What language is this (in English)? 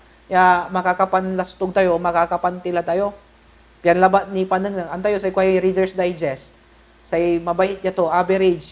Pangasinan